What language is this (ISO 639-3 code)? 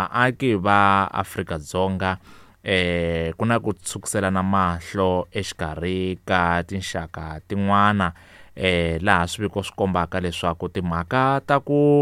tso